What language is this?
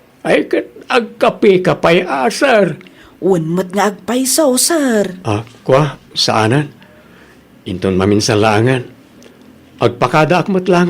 Iloko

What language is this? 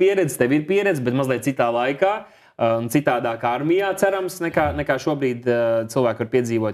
Latvian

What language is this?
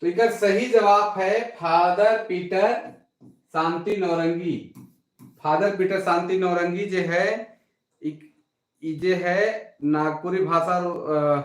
Sadri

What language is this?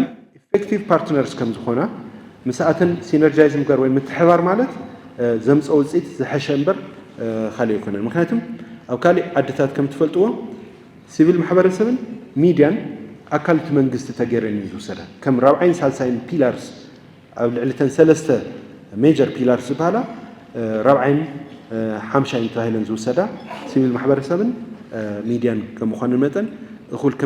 Tigrinya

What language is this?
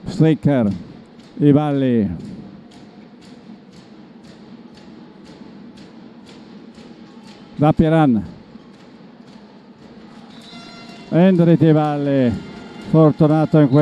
Italian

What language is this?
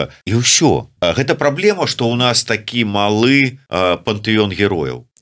Belarusian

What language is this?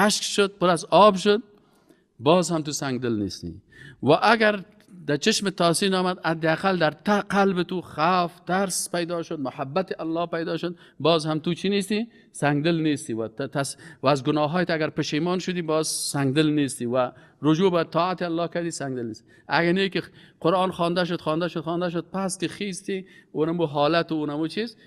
Persian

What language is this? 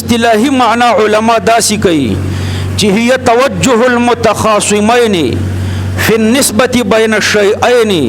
Pashto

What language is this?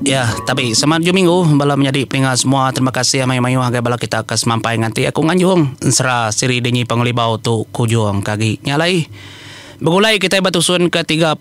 Iban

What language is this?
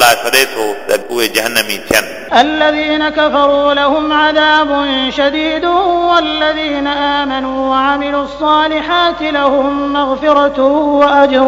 Sindhi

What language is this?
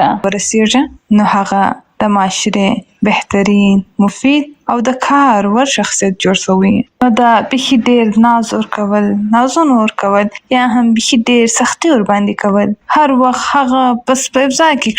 Pashto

